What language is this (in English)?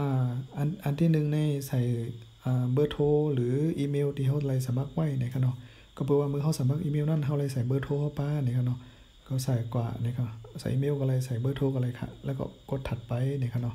Shan